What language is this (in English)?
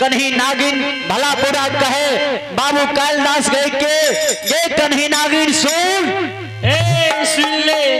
Maithili